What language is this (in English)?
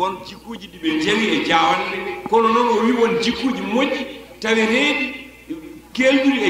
Fula